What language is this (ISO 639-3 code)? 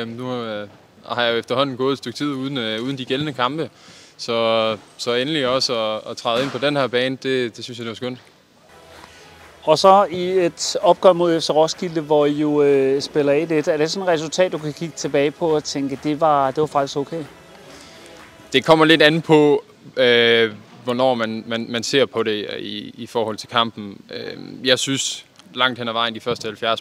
dan